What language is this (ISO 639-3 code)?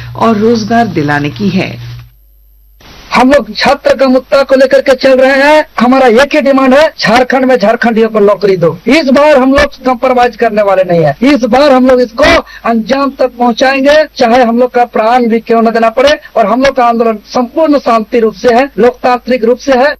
hin